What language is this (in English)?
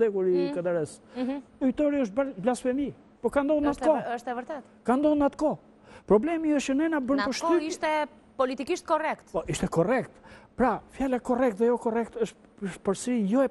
Albanian